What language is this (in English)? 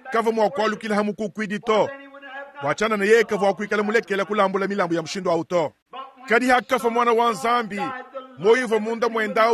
Luba-Lulua